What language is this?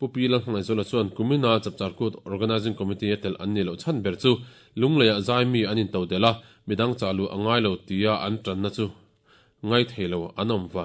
Mizo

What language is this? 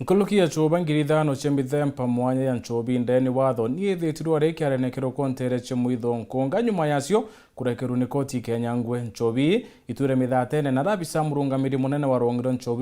Meru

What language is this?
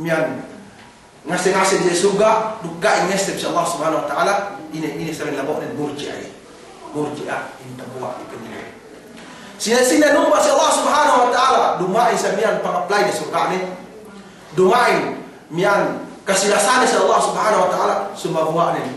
Yakan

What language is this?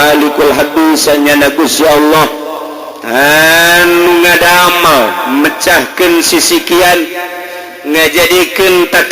Sundanese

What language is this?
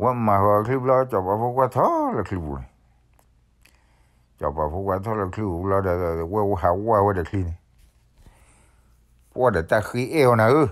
S'gaw Karen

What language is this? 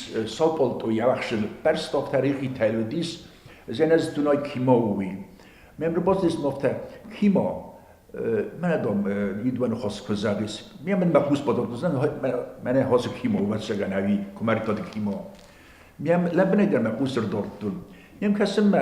Ossetic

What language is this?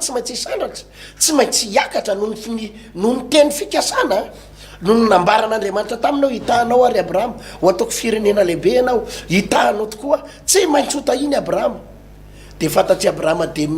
Malagasy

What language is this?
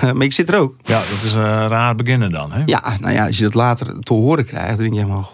Western Frisian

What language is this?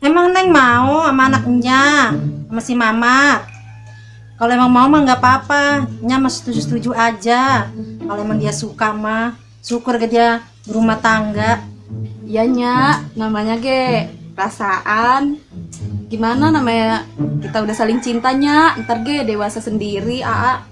Betawi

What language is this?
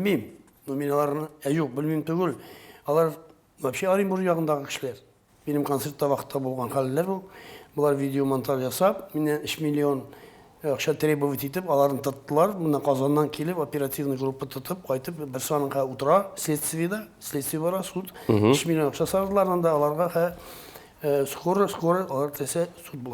Tatar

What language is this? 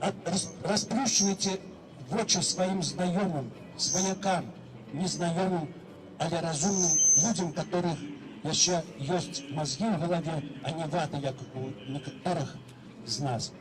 Belarusian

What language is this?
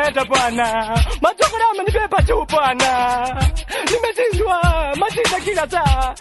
Swahili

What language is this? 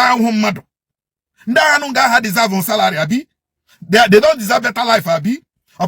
Igbo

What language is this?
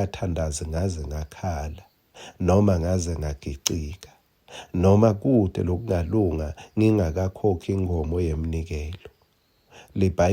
Swati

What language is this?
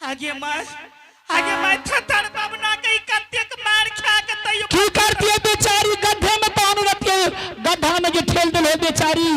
Angika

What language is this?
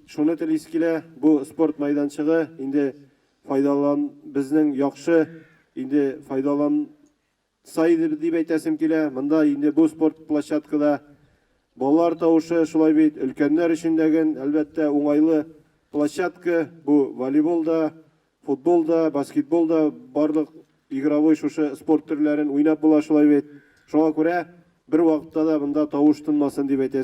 Tatar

